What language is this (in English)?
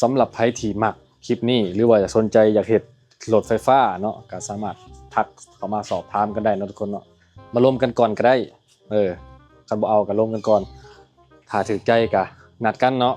Lao